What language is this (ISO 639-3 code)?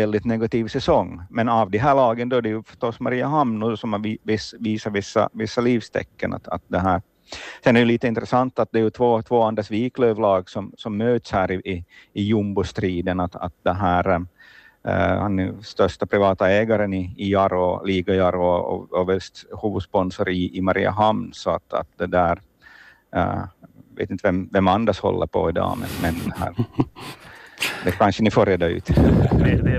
swe